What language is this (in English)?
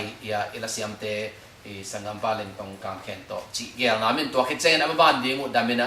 Tedim Chin